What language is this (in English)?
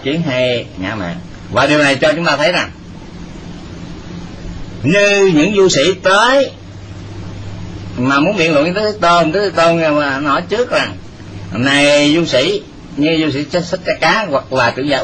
Vietnamese